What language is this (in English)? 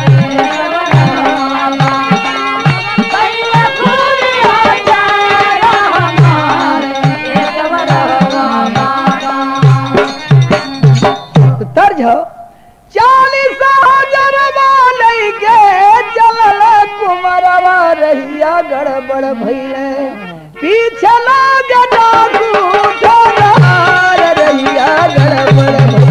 Bhojpuri